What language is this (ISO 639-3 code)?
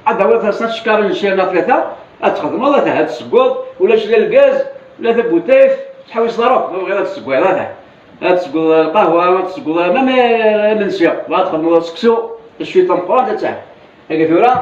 kab